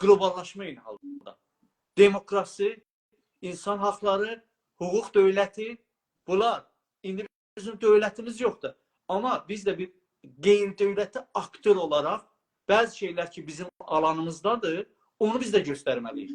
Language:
South Azerbaijani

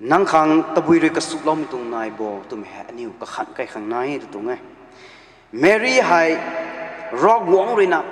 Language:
Rongmei Naga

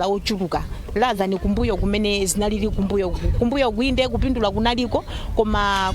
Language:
Nyanja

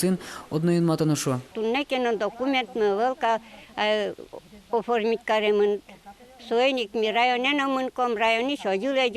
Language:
Udmurt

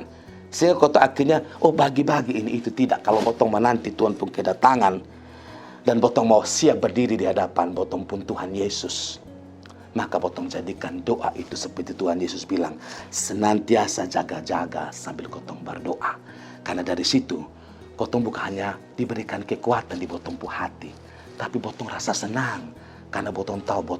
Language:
Kupang Malay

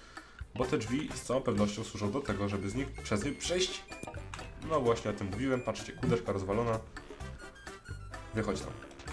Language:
Polish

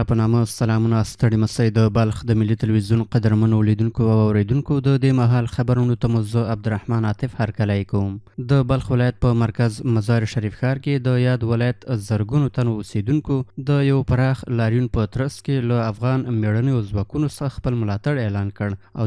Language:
Pashto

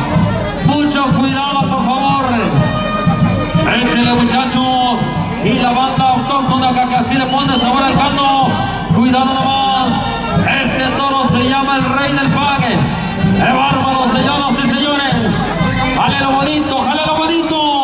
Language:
Spanish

